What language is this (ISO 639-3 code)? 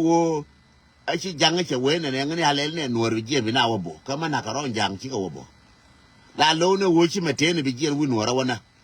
nus